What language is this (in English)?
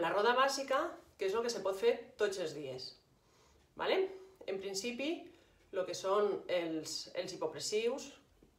Catalan